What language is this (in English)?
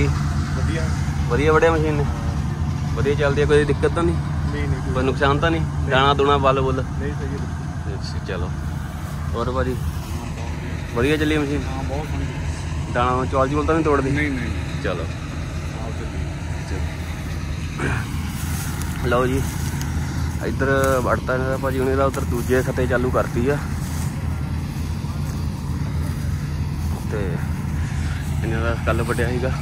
Punjabi